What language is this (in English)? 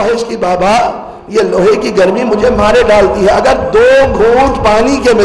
Hindi